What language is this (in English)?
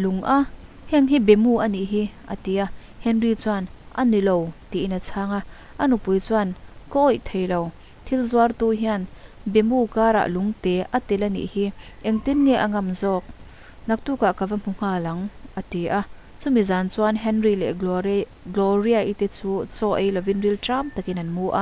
Mizo